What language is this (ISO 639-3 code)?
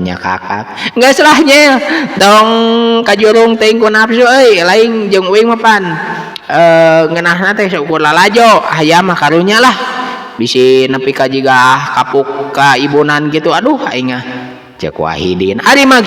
sun